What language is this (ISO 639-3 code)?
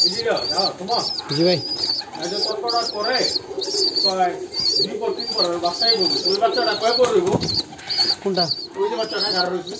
syl